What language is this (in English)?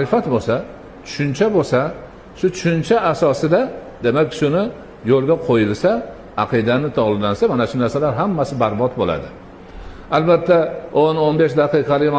Uzbek